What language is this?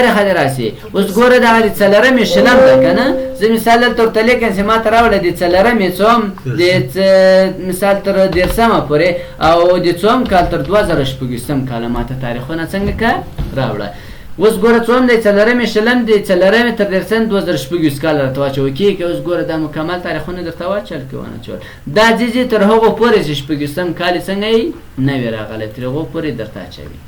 Pashto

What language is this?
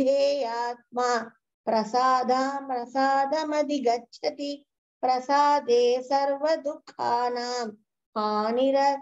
Sanskrit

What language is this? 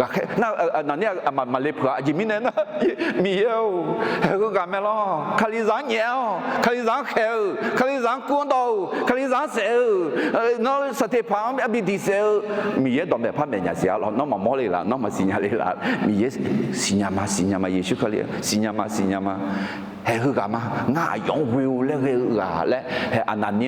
Akha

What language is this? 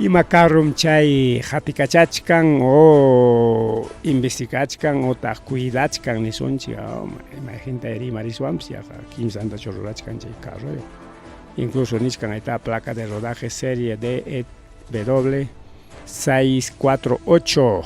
Ayacucho Quechua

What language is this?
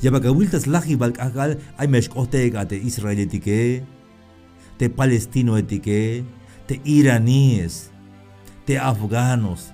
Tzeltal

